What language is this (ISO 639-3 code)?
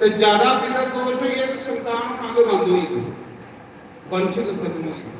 doi